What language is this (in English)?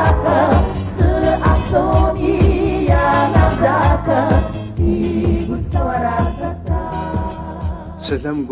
Kabardian